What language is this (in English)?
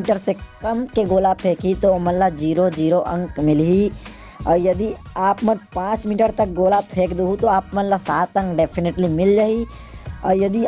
Chhattisgarhi